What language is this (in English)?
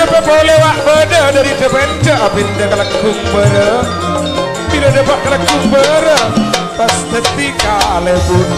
Madurese